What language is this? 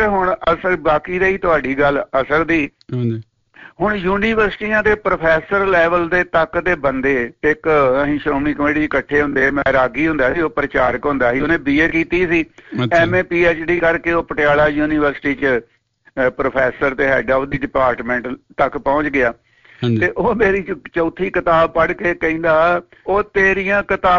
Punjabi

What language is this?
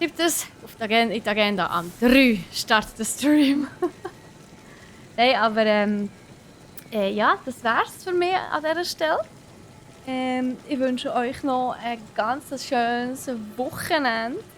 Swiss German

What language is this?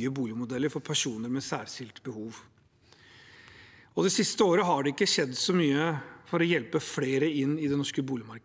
Norwegian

